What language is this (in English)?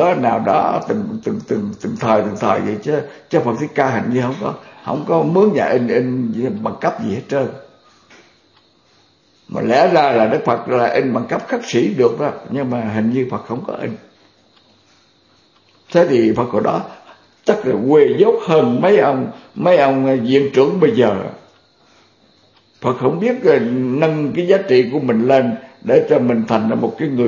Vietnamese